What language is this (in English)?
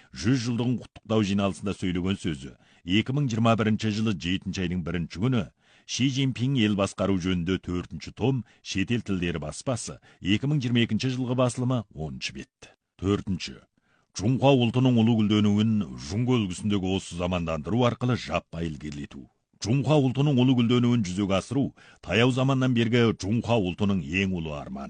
Kazakh